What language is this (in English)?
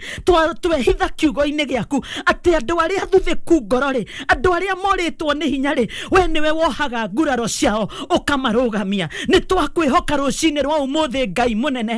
Kikuyu